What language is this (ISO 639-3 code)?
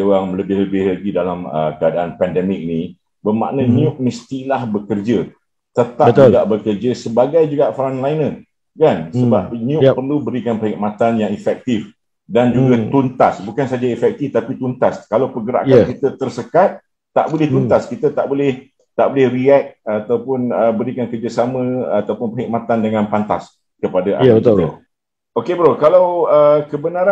msa